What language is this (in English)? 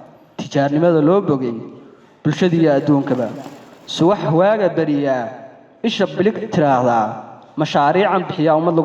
Somali